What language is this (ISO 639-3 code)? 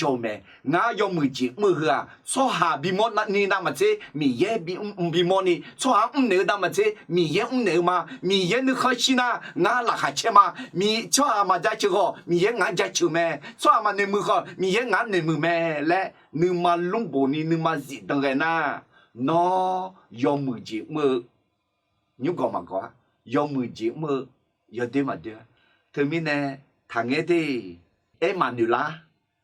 ahk